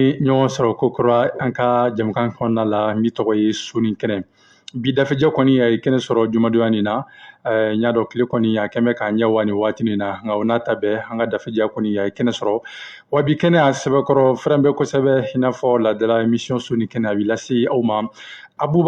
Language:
Bambara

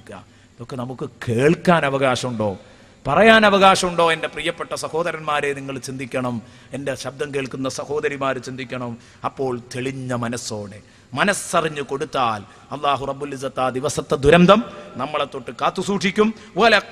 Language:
Malayalam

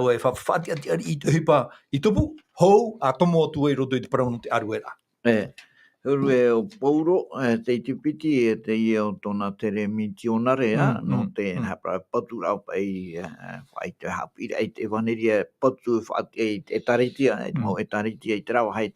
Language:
Tahitian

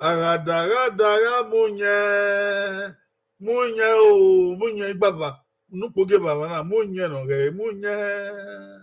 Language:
Bini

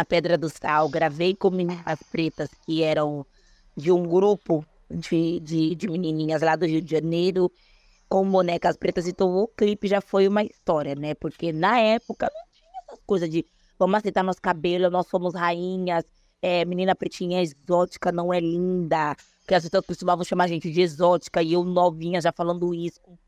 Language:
Portuguese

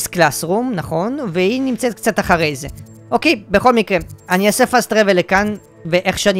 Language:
Hebrew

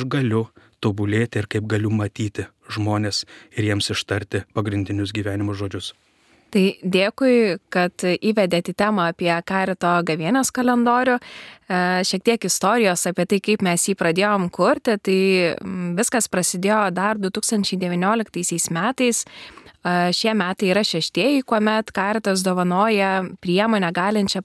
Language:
Lithuanian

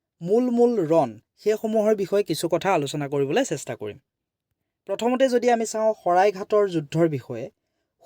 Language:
Assamese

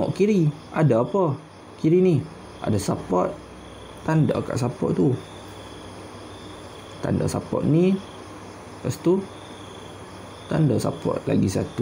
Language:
Malay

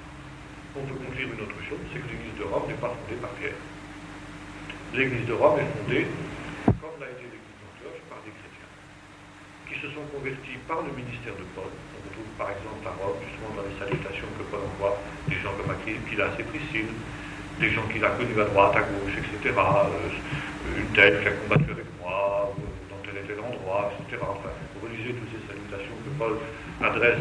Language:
French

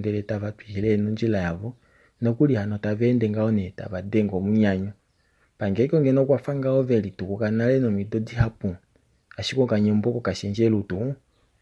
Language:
Kuanyama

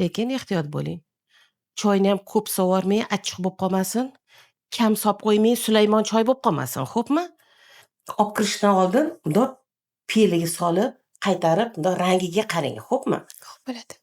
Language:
Uzbek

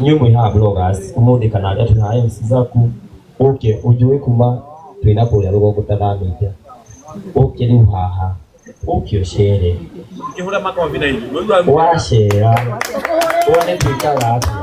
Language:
Kikuyu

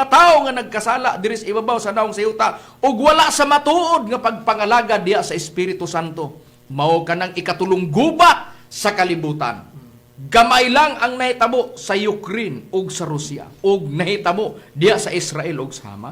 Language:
Cebuano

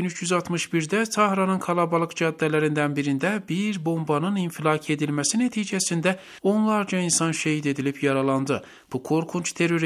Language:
Turkish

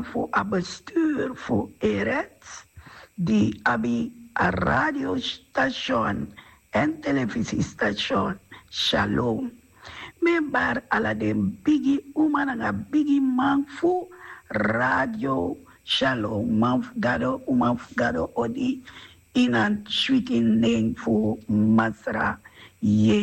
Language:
Sranan Tongo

